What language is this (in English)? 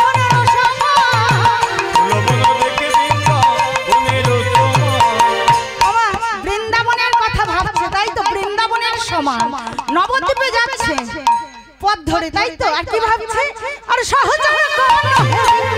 Bangla